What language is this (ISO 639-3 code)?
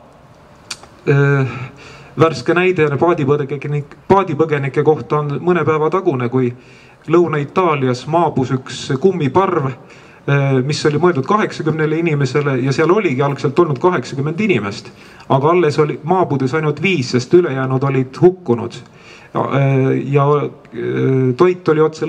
est